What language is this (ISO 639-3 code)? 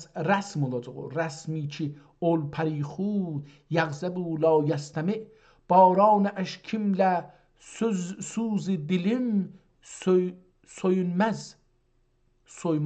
azb